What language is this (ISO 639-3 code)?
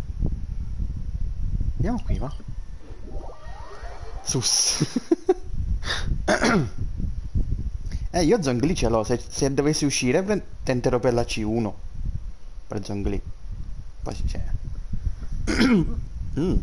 ita